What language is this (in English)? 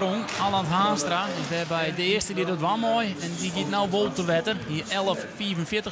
Western Frisian